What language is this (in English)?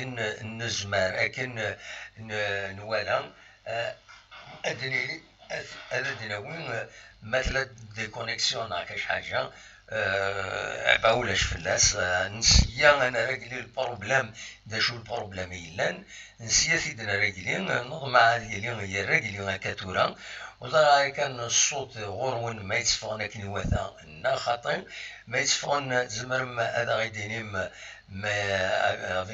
Kabyle